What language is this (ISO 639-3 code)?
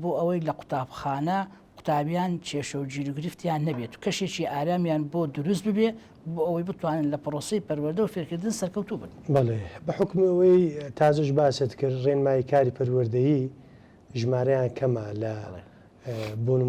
ckb